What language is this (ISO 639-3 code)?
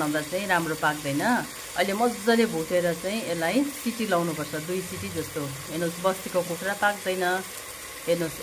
nep